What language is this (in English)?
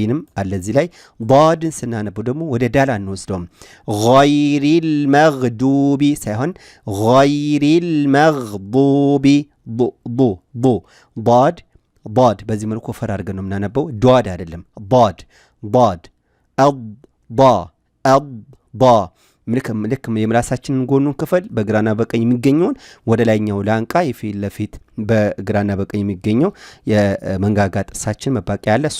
Amharic